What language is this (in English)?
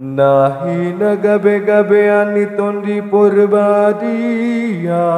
Batak Toba